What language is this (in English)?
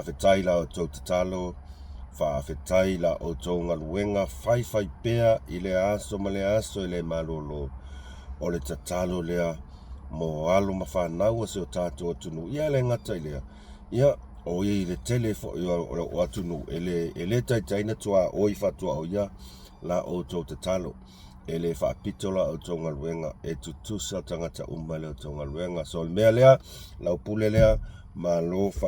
Samoan